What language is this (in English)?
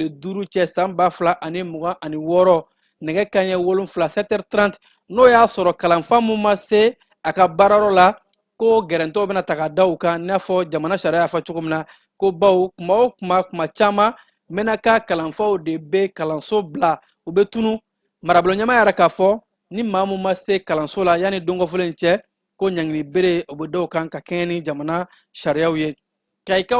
Bambara